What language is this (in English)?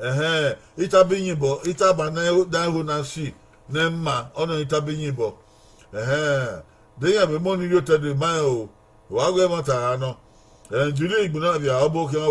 Bini